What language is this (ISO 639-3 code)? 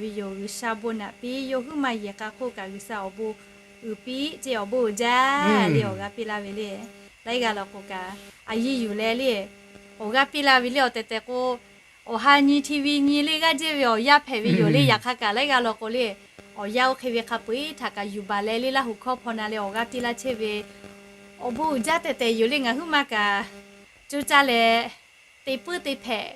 lhu